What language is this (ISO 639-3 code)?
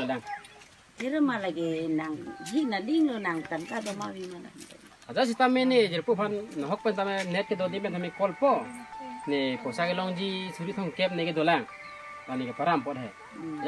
mjw